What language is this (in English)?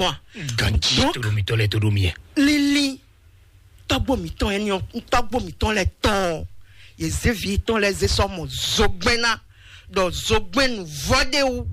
Fon